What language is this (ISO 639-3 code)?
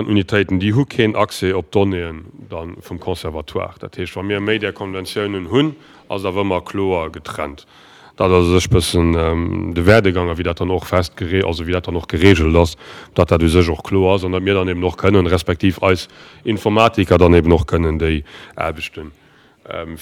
ltz